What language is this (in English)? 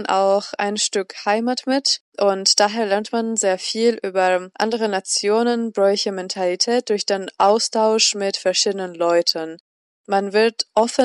German